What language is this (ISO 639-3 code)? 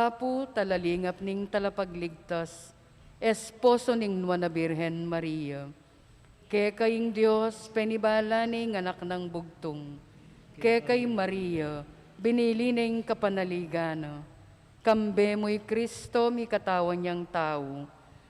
pam